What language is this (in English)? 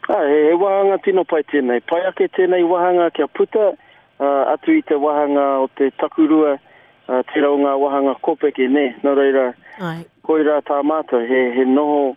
Māori